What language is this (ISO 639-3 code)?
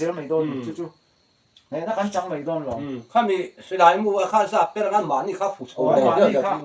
lus